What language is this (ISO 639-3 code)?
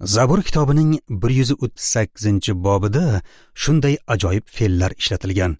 uzb